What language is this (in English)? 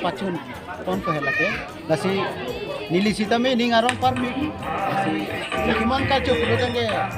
Karbi